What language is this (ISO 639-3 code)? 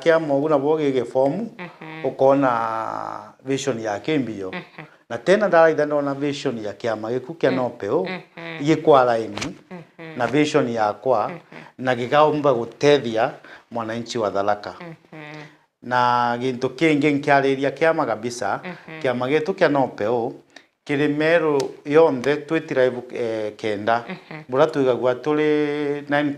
mer